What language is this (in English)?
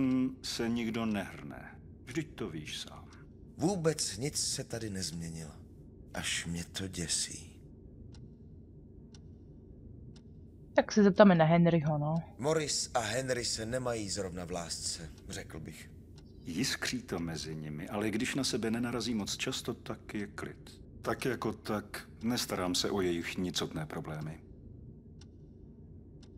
Czech